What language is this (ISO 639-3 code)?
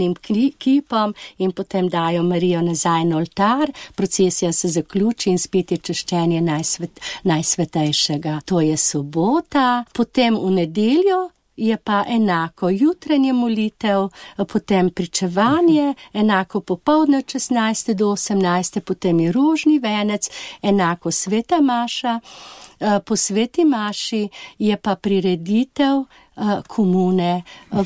slv